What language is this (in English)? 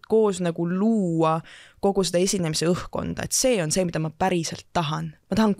Estonian